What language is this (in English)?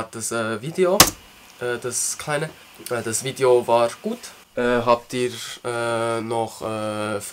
Swiss German